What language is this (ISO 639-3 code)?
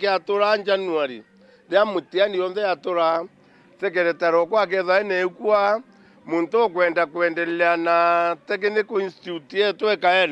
mer